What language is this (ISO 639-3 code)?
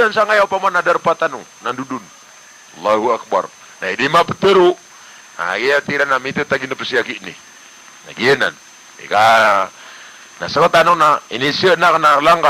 mrw